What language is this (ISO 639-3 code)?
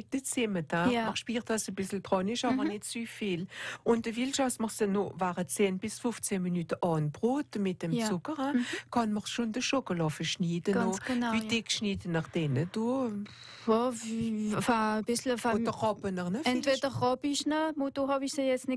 deu